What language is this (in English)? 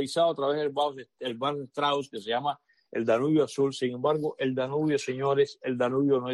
Spanish